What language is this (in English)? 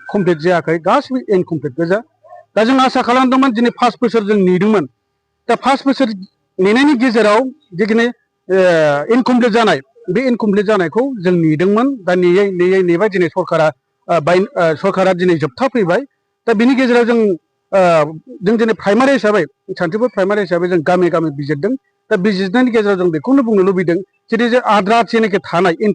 Bodo